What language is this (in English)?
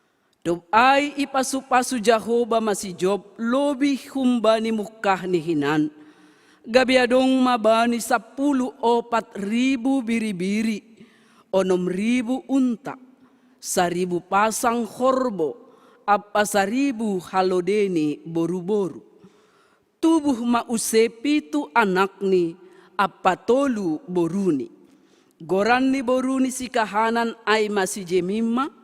Batak Simalungun